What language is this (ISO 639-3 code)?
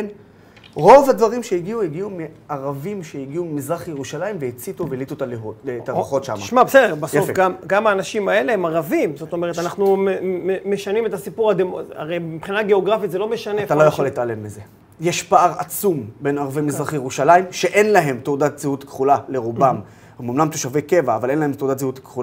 heb